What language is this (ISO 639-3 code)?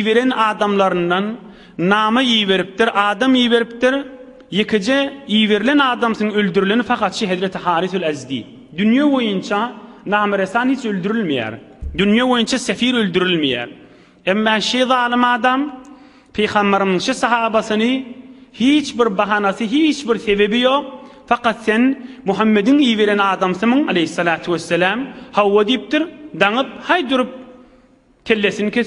tuk